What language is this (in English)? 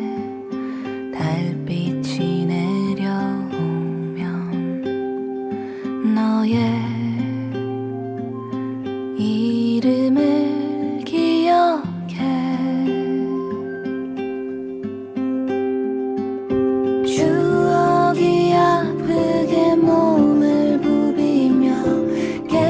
Korean